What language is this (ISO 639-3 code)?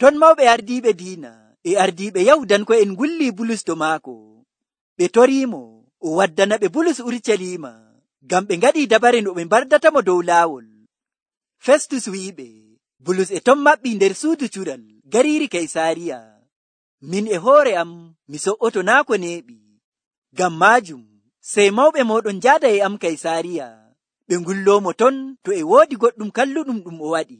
fuv